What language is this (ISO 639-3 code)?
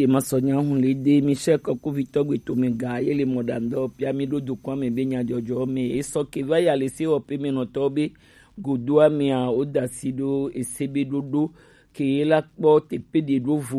gej